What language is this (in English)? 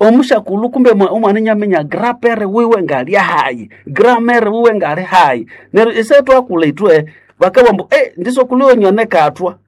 Nande